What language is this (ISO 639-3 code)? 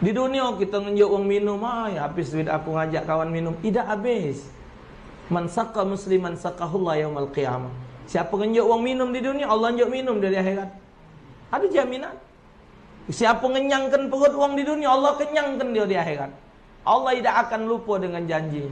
mui